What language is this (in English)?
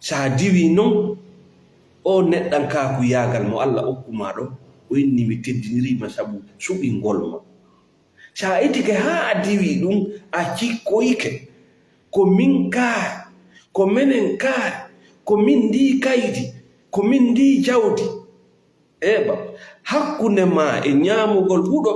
Fula